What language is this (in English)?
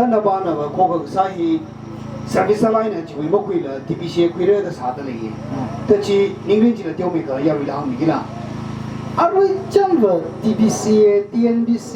Tangkhul Naga (India)